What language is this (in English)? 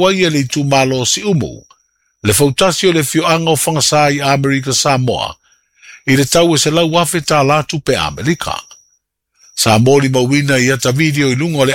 Samoan